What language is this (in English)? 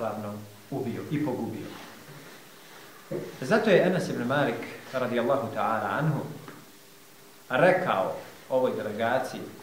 Bosnian